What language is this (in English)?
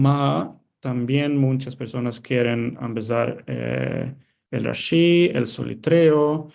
Ladino